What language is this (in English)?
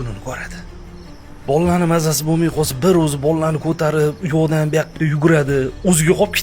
Uzbek